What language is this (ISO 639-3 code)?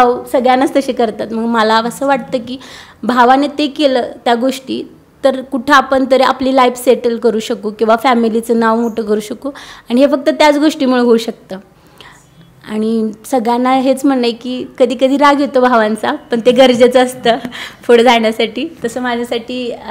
mar